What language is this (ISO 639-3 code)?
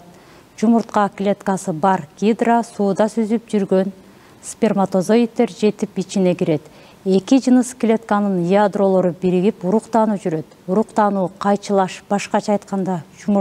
kir